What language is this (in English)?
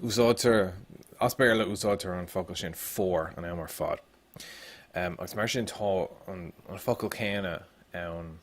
Irish